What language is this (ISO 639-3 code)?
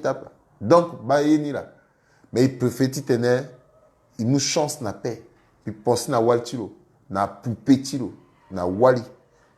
sag